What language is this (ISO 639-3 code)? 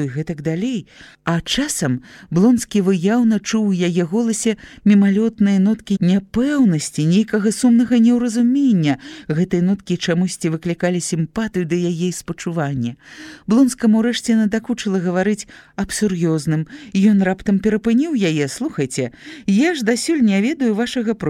bel